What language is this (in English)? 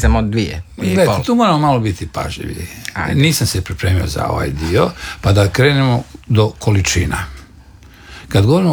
Croatian